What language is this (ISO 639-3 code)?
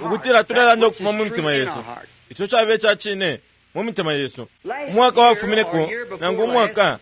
bem